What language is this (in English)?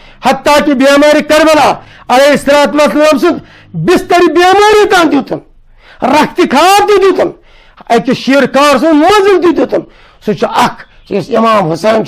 Kashmiri